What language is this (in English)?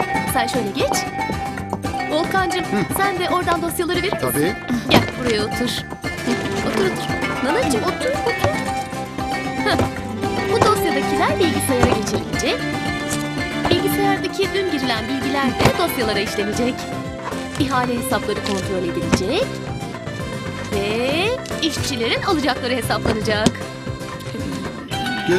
Turkish